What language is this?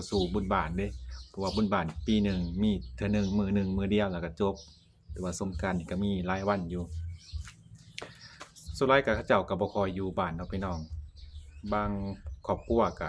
Lao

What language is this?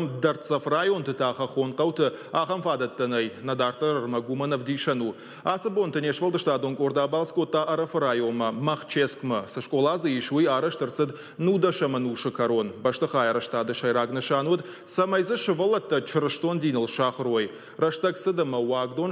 Ossetic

